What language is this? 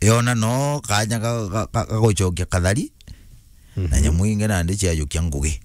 Meru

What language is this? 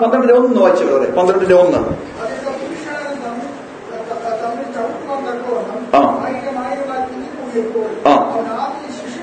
Malayalam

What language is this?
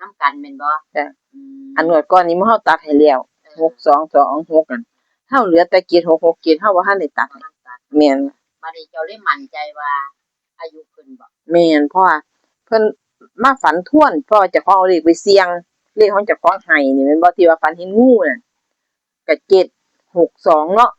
Northeastern Thai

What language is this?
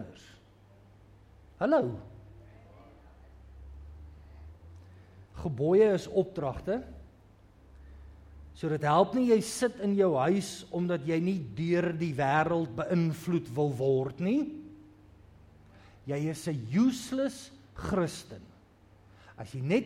Afrikaans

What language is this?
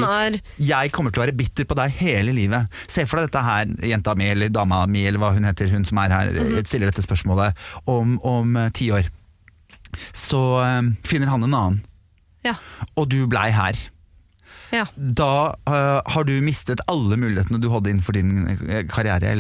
Norwegian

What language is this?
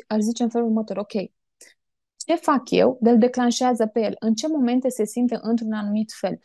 Romanian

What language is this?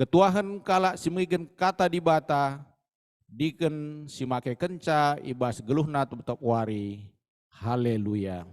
Batak Karo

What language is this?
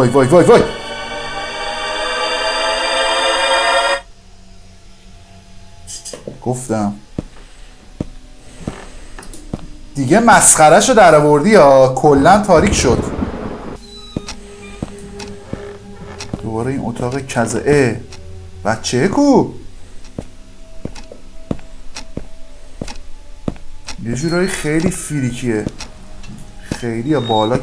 Persian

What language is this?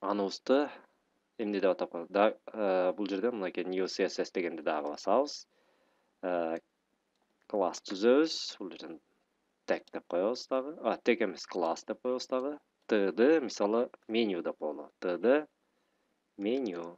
Kyrgyz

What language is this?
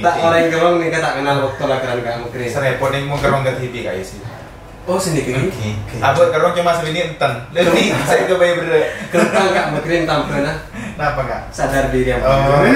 Madurese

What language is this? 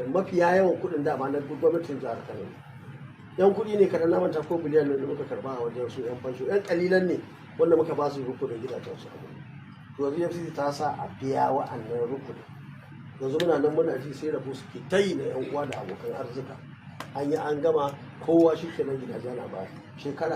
Hausa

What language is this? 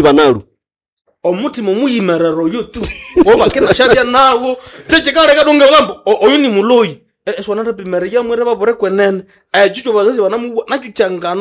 Nande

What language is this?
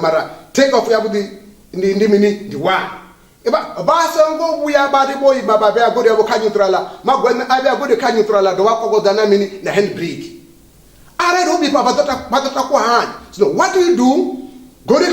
Venda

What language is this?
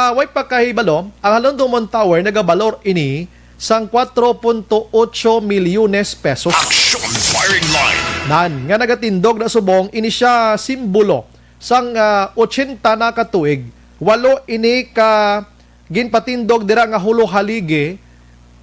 Hiligaynon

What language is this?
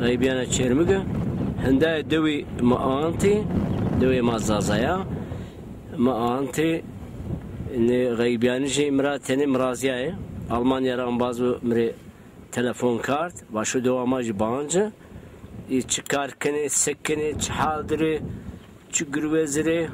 Zaza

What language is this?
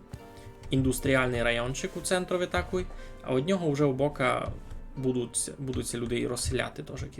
Rusyn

